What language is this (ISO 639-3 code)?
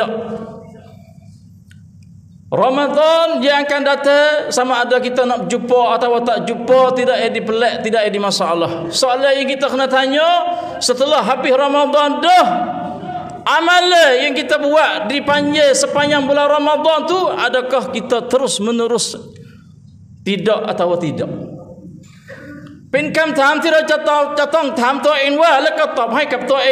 msa